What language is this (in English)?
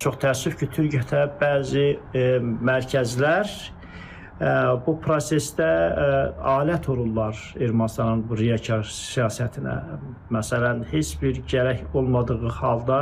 Azerbaijani